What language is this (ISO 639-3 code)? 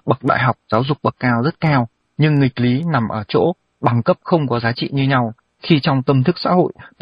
vie